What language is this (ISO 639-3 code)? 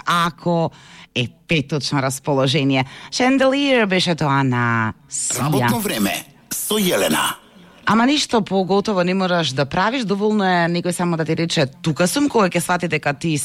mkd